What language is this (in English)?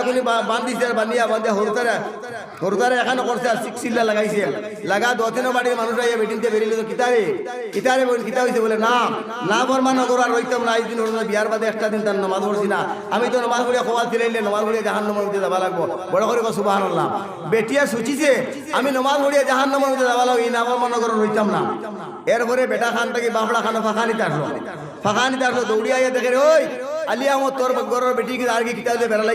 Sylheti